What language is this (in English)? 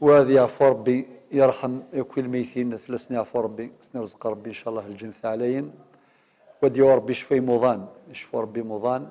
Kabyle